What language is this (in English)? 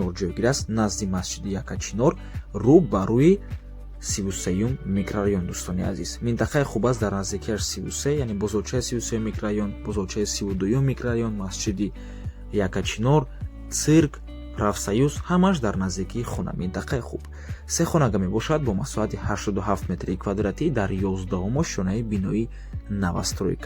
Tajik